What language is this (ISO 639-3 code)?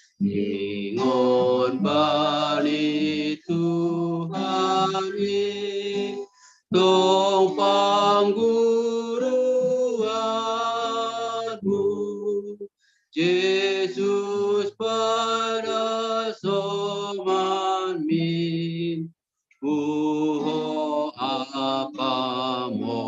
bts